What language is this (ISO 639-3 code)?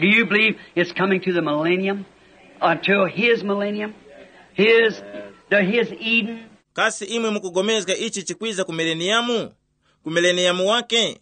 tum